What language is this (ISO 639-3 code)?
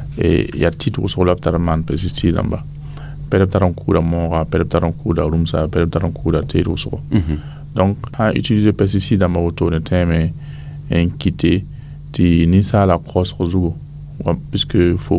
mos